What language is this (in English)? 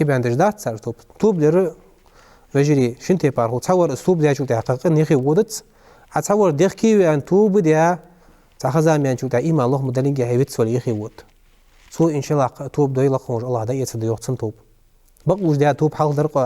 Ingush